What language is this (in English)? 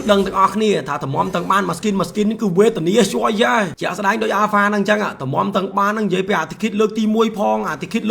Khmer